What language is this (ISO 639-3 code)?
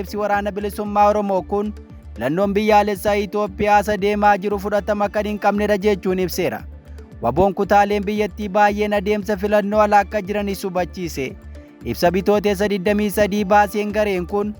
orm